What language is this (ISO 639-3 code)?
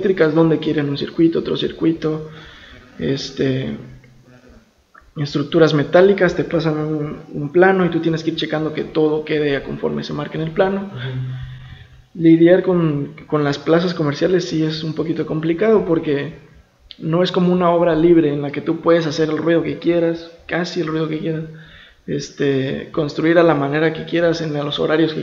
spa